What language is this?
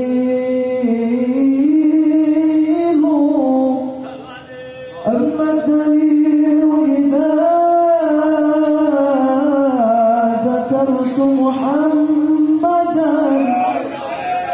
Arabic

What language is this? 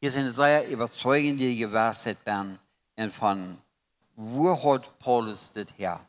Plautdietsch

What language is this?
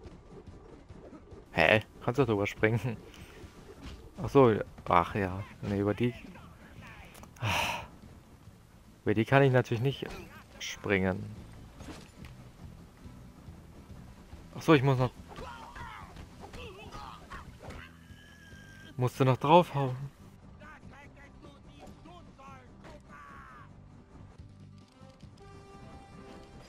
German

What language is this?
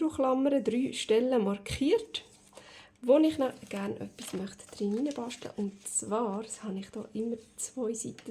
Swiss German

